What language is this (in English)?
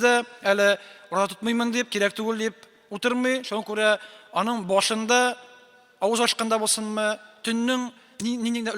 Tatar